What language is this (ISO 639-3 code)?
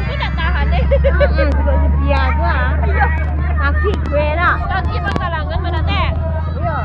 min